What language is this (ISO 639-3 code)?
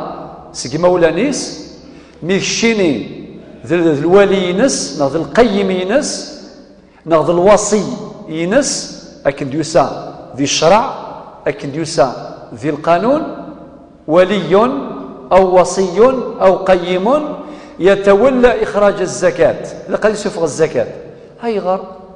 kab